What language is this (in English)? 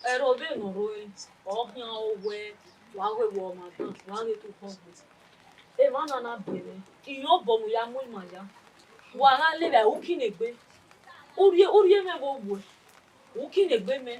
Bini